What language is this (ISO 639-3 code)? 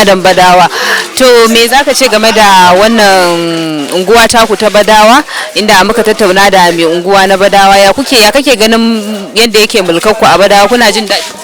hau